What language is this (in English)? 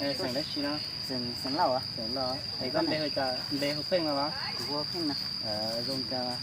Hmong